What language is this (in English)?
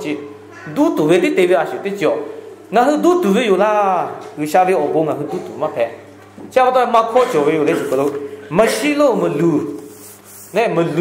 Lahu